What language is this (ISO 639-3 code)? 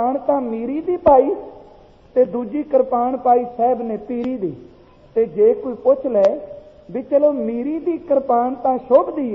pan